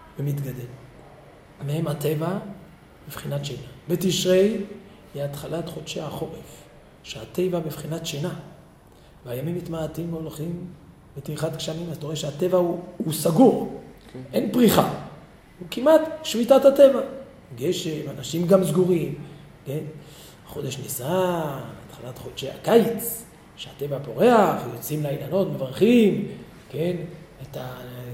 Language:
Hebrew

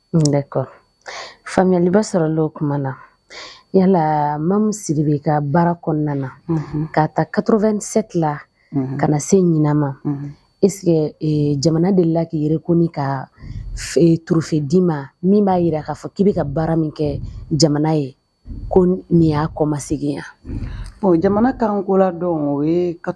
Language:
Bambara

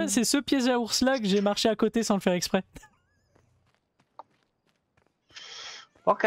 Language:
French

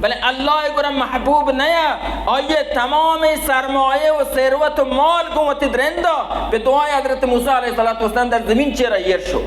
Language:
Baluchi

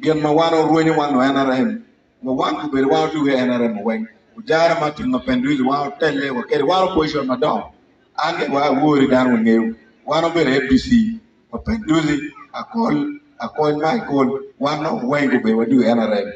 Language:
Acoli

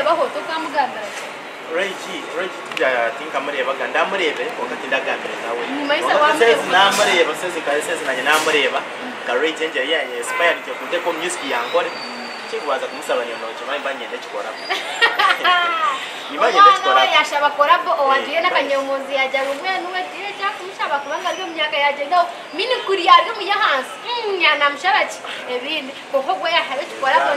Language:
Kinyarwanda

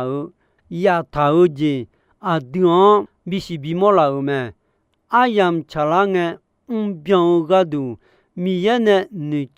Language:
Akha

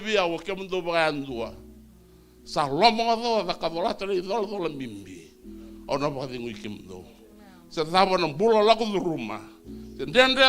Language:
Fijian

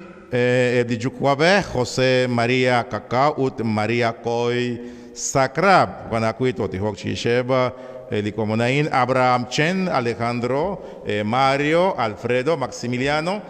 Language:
Kekchí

